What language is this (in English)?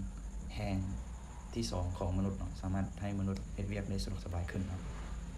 Lao